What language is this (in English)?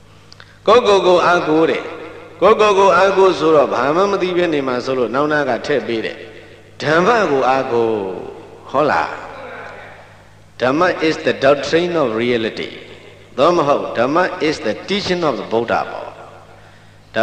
Burmese